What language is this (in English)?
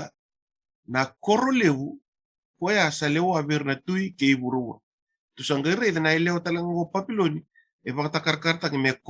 Fijian